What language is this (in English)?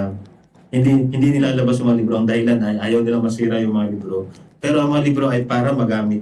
Filipino